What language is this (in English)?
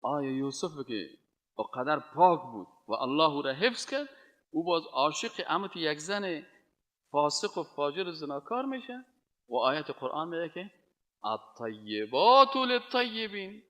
Persian